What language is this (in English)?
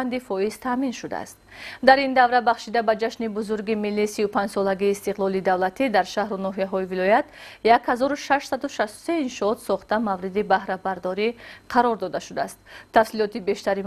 Tajik